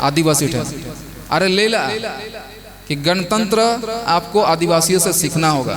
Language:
Santali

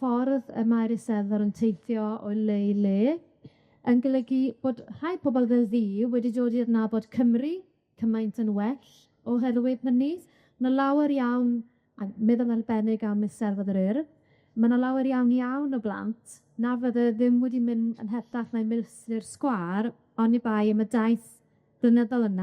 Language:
Welsh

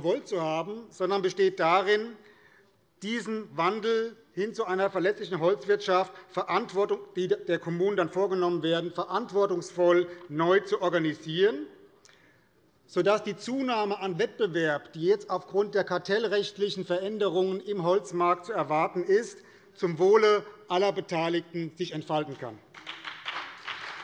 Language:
German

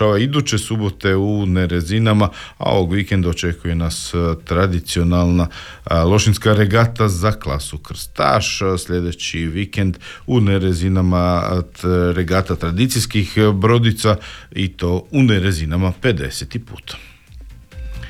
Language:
Croatian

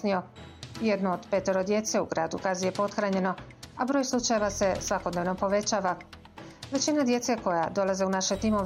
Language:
Bosnian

